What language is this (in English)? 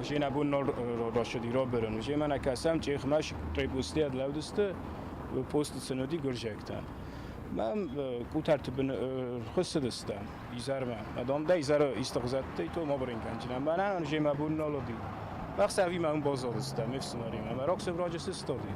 Ossetic